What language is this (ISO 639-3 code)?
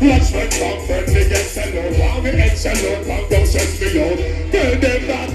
jam